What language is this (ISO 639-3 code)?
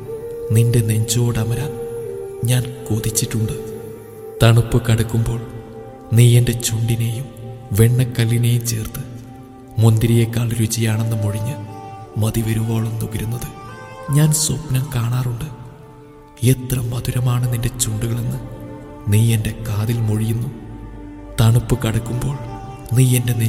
mal